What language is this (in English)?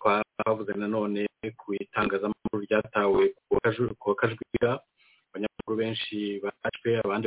Kinyarwanda